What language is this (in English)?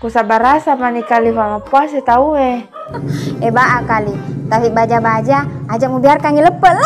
Buginese